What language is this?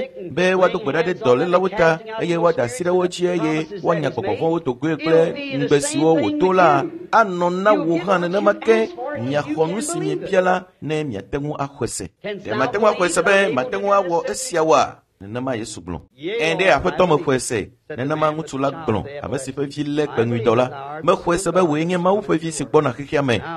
Ewe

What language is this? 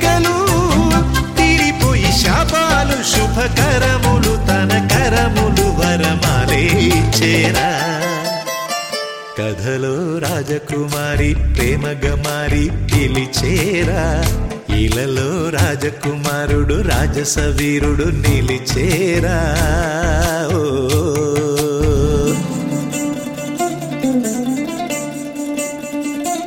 Telugu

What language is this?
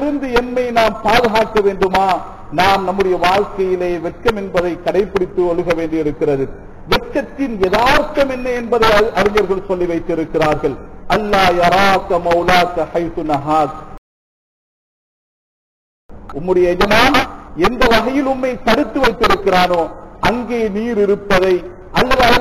Tamil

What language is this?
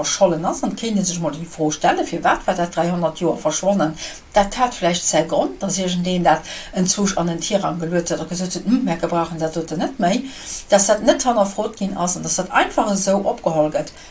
Luxembourgish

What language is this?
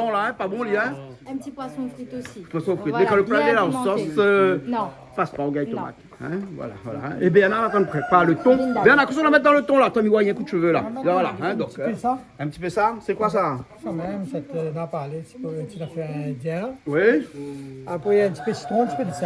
Réunion Creole French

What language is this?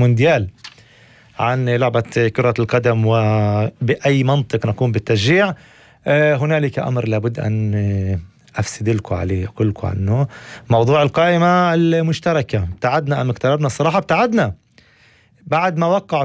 North Levantine Arabic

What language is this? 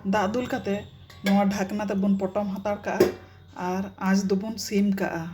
Santali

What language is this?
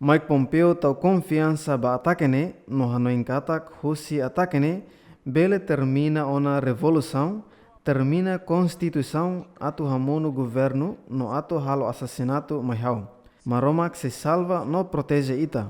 Tetum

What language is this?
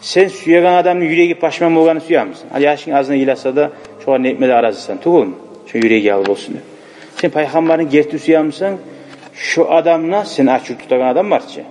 Kumyk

